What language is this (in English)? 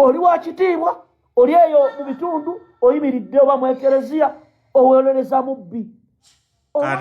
Ganda